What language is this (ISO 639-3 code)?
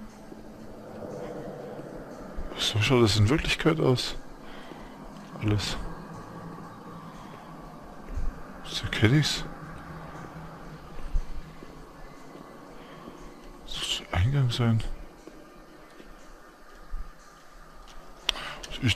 deu